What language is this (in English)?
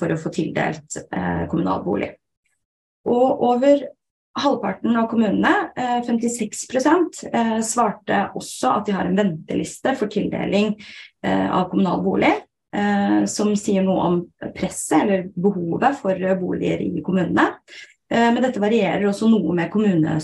Norwegian